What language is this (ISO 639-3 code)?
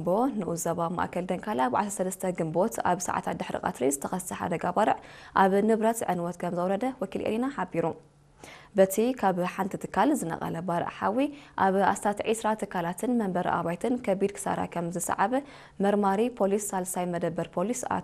tir